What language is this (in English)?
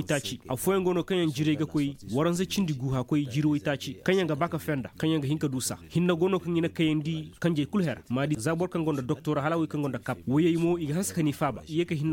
Koyraboro Senni